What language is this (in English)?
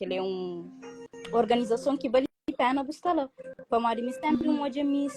Kabuverdianu